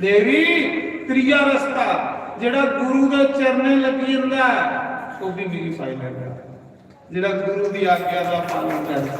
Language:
Dogri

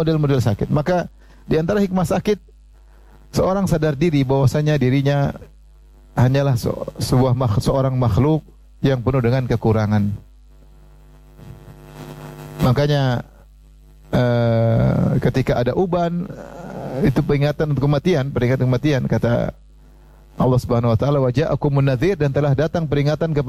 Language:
Indonesian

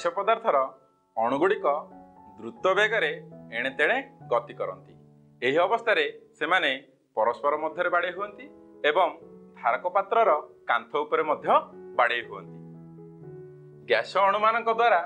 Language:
Odia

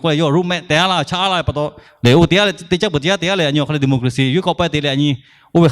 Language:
Lahu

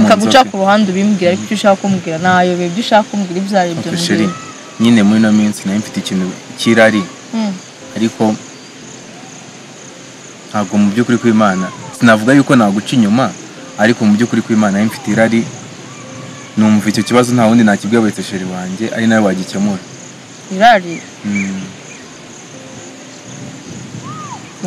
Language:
Kinyarwanda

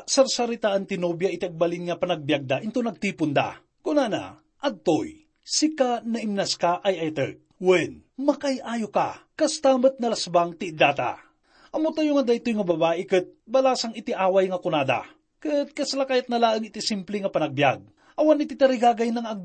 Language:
Iloko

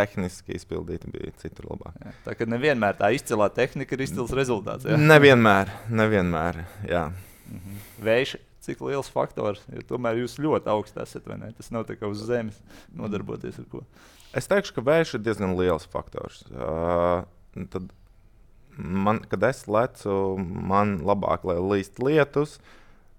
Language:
Latvian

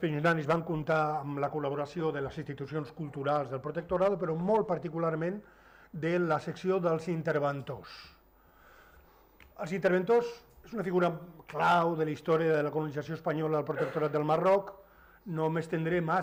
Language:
Catalan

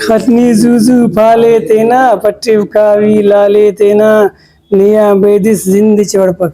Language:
Brahui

